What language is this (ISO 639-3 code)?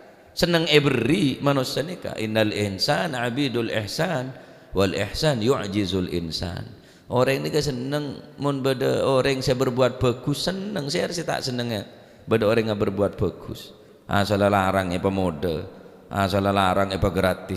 mad